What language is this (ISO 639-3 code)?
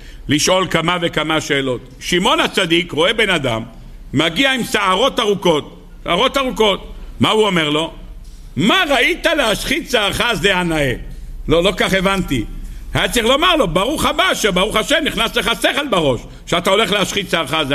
heb